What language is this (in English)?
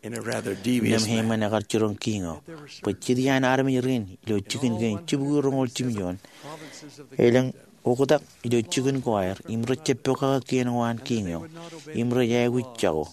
Marshallese